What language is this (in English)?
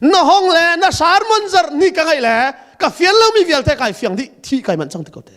Hakha Chin